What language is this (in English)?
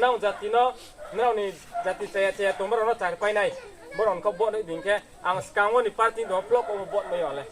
Riang (India)